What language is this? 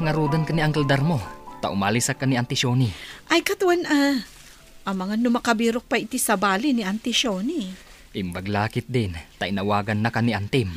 Iloko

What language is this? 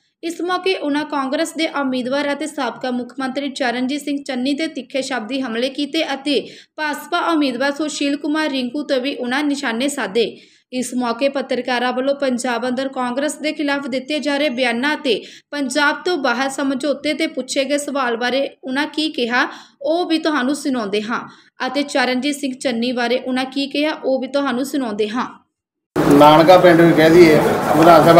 Punjabi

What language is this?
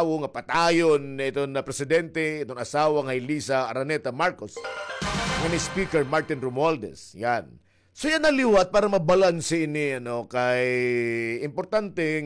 Waray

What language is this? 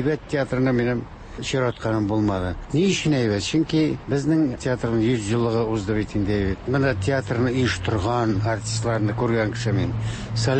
Tatar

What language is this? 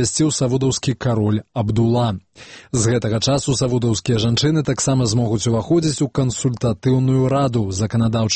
Belarusian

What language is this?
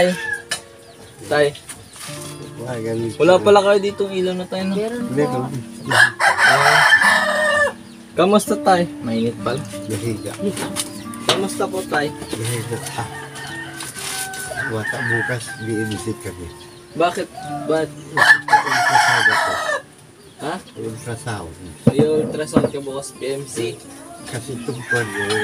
Filipino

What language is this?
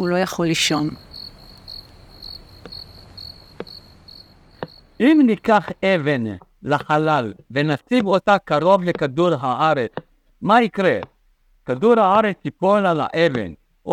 Hebrew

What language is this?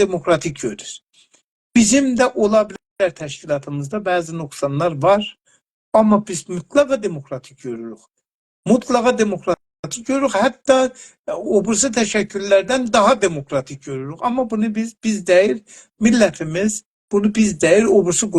South Azerbaijani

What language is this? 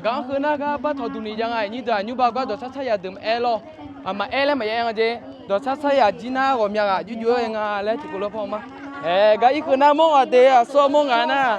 Akha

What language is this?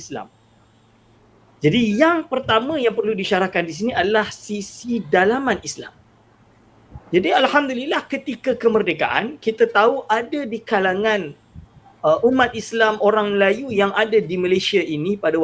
Malay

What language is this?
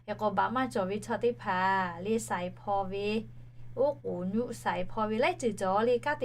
Lahu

